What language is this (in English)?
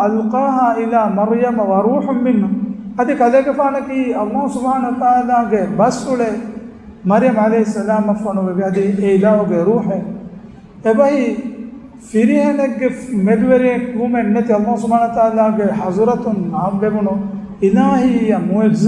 Divehi